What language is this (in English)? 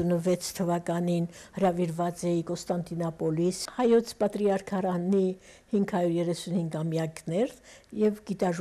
Armenian